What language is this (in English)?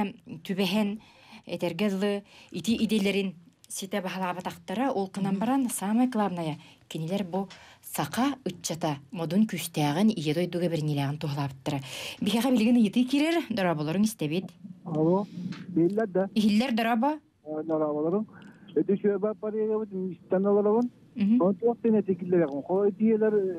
Yakut